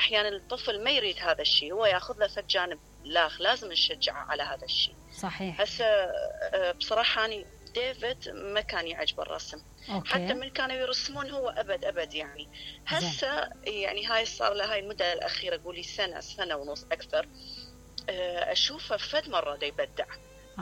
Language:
Mesopotamian Arabic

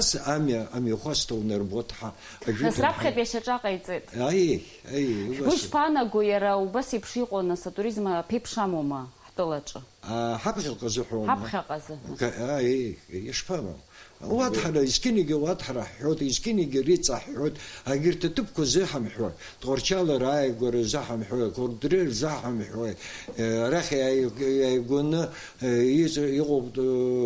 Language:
Abkhazian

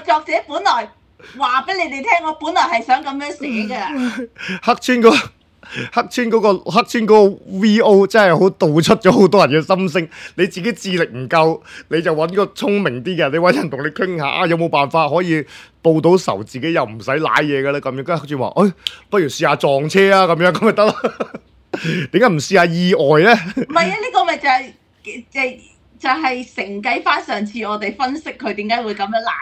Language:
Cantonese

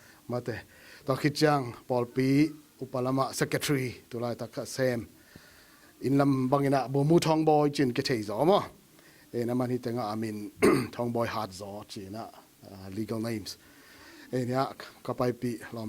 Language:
Tedim Chin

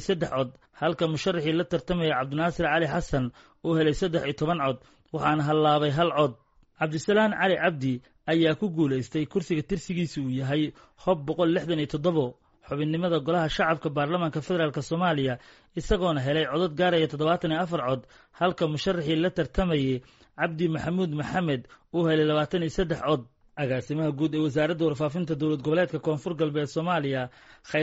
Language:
Somali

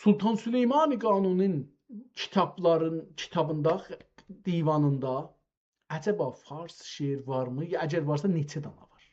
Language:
South Azerbaijani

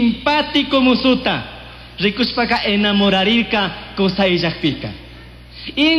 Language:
Chimborazo Highland Quichua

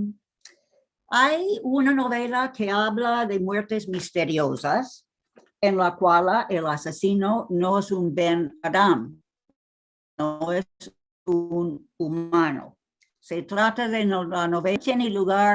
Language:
Ladino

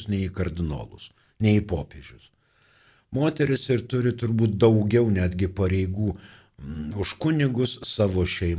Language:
Lithuanian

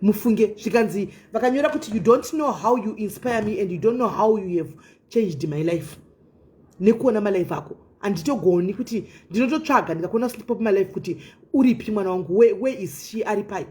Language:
Shona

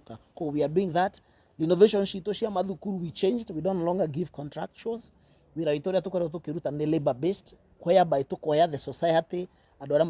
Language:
Kikuyu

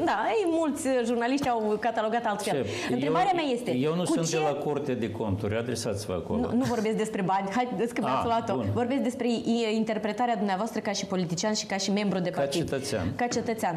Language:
Romanian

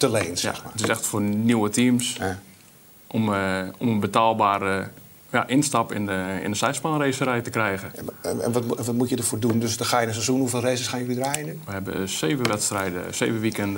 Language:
Dutch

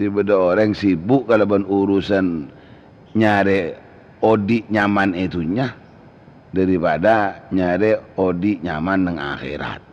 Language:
Madurese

